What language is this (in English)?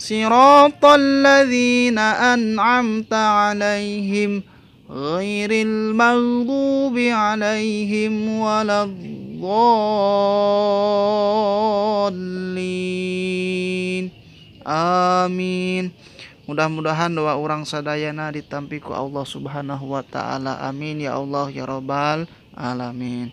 Sundanese